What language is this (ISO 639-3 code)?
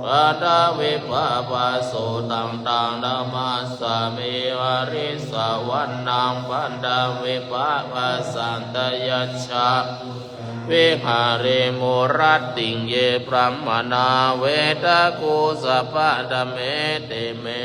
pli